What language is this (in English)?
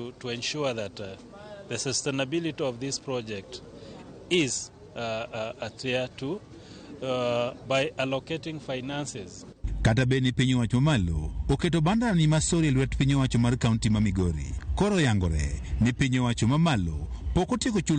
Luo (Kenya and Tanzania)